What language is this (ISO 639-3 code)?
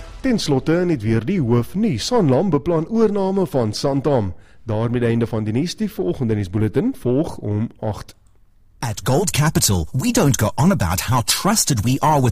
afr